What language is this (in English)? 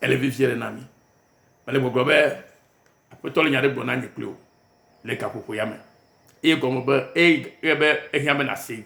Ewe